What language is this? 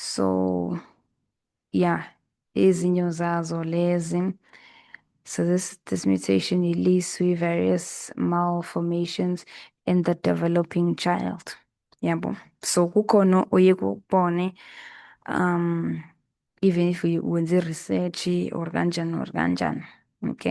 Zulu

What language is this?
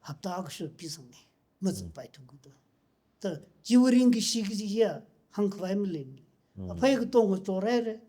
Tangkhul Naga (India)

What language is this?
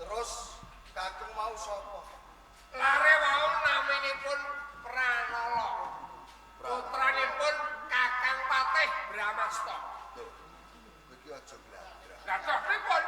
Javanese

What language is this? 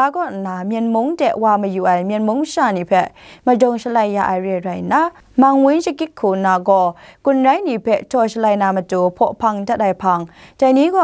Kachin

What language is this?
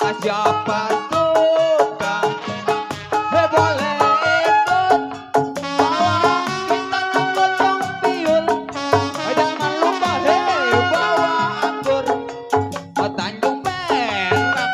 Betawi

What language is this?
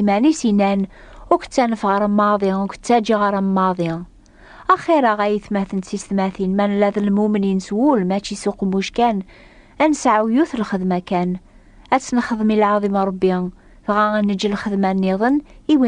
Kabyle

